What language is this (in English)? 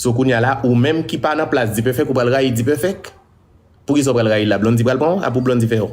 Haitian Creole